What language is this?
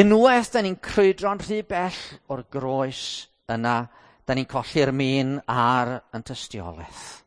Welsh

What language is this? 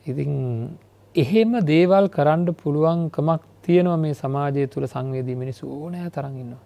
Sinhala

